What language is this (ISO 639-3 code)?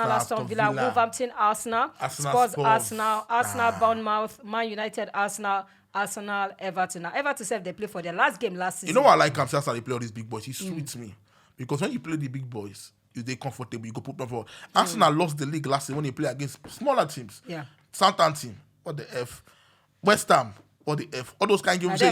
pcm